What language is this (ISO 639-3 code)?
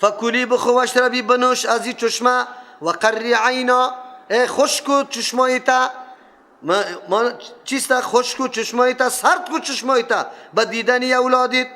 fas